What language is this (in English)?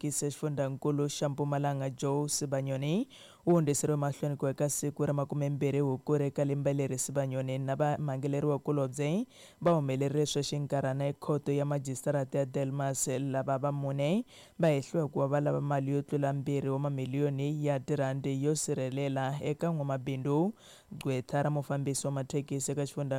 Tsonga